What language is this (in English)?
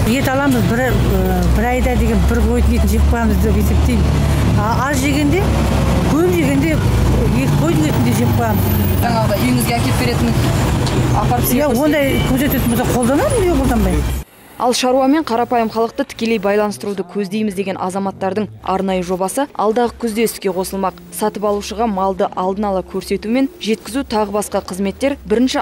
Kazakh